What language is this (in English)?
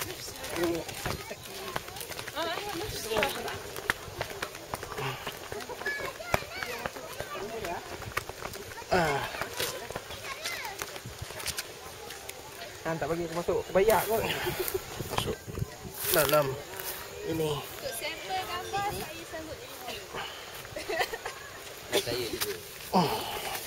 Malay